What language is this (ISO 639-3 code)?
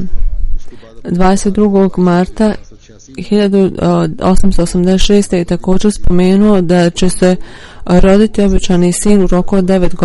bos